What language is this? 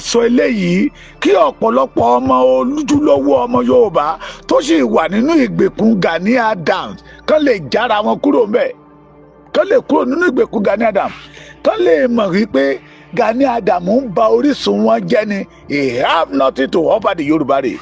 Yoruba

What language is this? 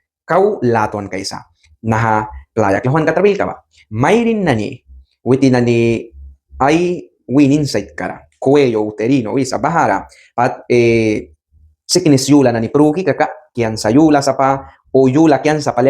Mískito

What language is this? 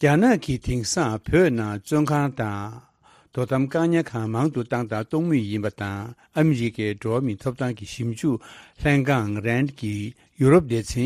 Tibetan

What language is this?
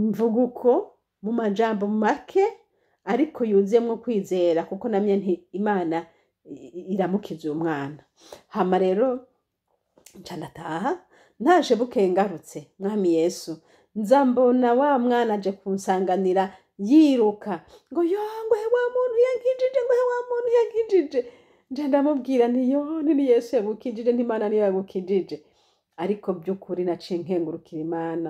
Rundi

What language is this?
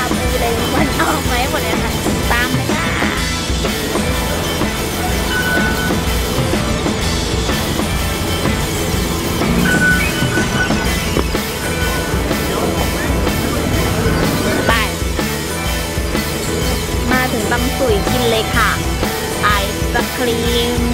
Thai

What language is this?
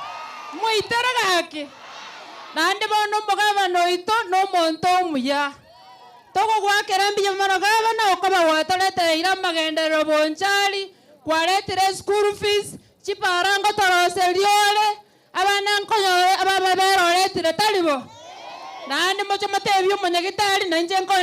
Gusii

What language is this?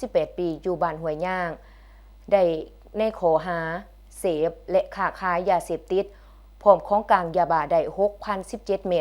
Lao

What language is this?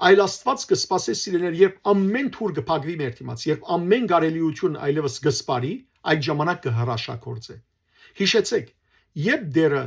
Western Armenian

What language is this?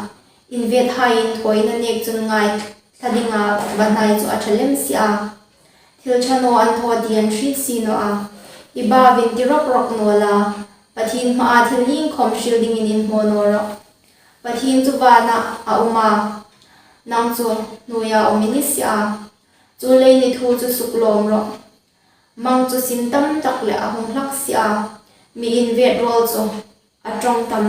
Hmar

